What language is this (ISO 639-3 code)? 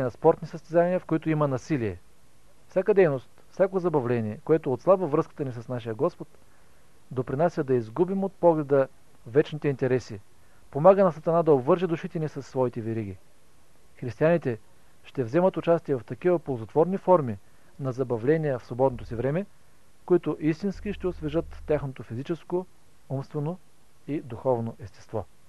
bul